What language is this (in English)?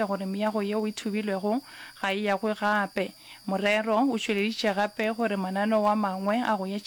Northern Sotho